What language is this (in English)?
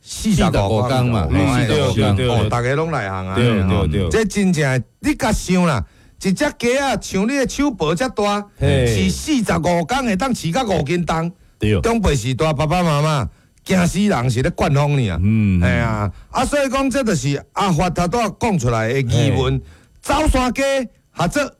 Min Nan Chinese